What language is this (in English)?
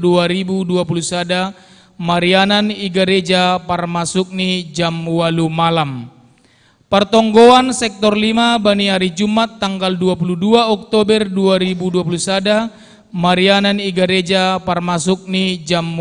Batak Simalungun